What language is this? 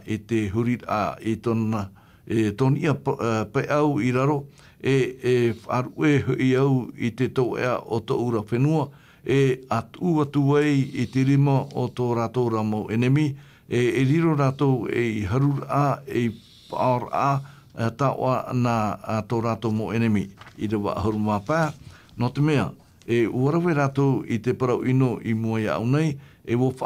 Tahitian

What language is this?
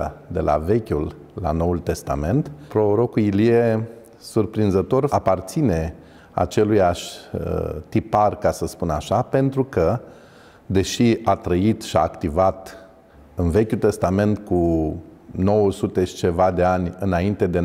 Romanian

